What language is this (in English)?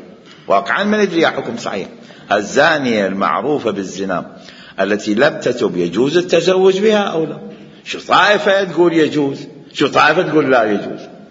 Mesopotamian Arabic